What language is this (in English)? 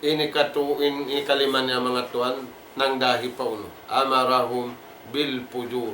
Tausug